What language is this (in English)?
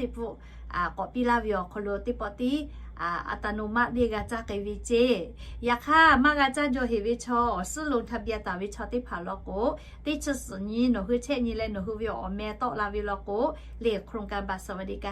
Lahu